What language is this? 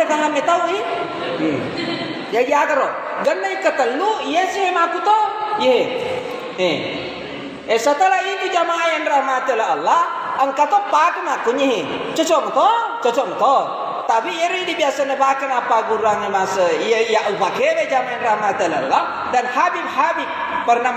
Buginese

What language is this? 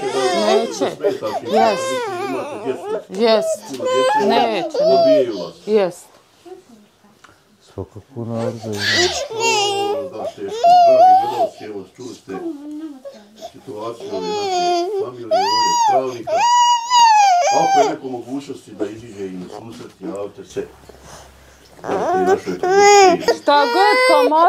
Bosnian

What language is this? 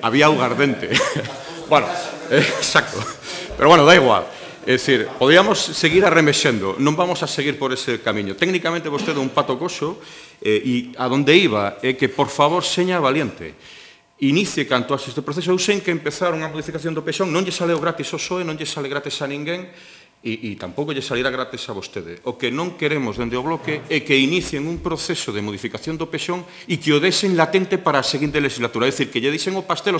Galician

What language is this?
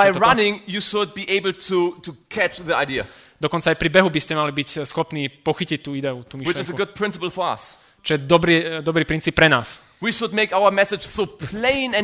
Slovak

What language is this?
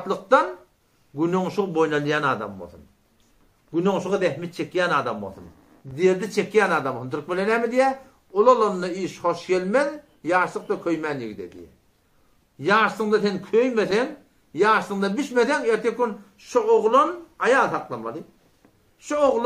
Turkmen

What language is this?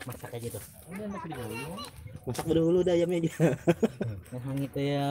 Banjar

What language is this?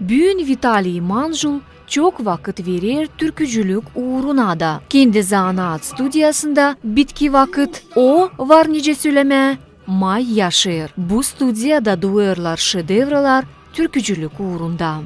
Gagauz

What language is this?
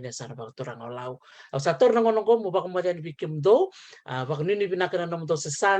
Fijian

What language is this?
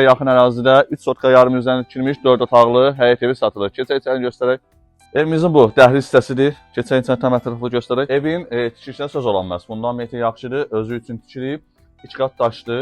Azerbaijani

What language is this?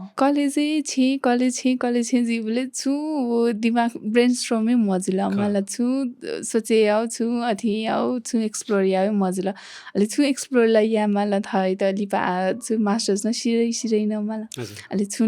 Newari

